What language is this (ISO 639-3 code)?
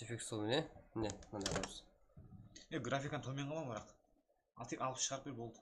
kaa